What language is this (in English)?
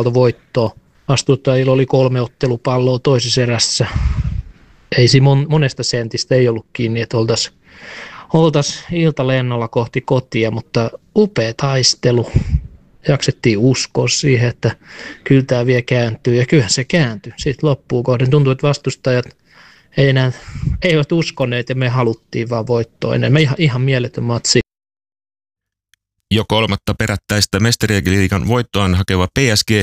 Finnish